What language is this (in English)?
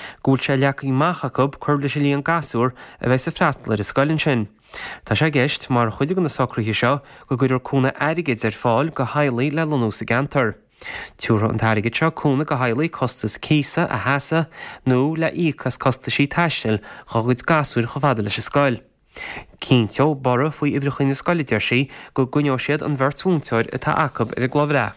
Irish